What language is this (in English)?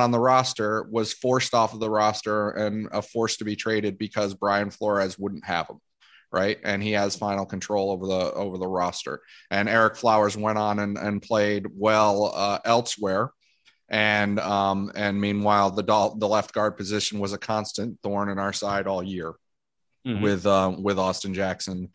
English